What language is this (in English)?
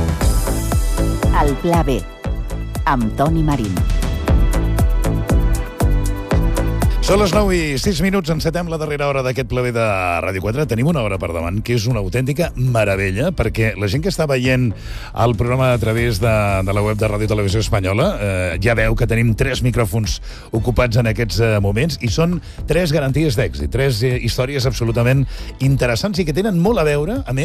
Catalan